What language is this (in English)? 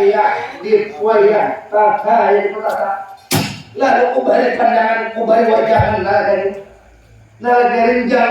Banjar